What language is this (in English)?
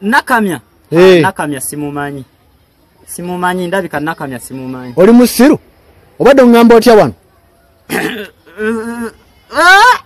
Ganda